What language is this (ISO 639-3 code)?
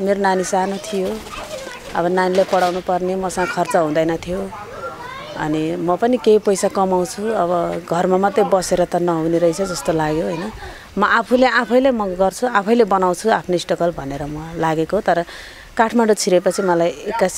nep